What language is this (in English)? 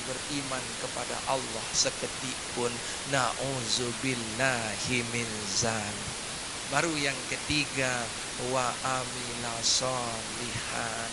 Sasak